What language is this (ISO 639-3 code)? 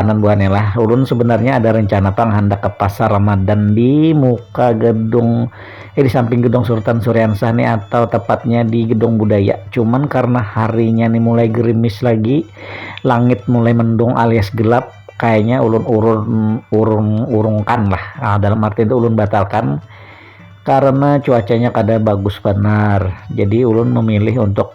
bjn